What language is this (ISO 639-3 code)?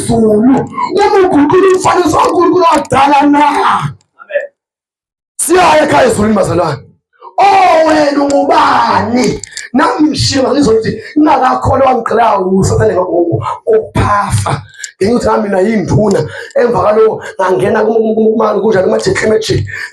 zul